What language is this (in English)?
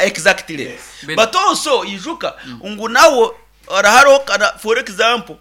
Nyankole